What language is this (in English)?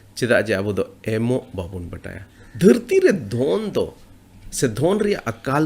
Santali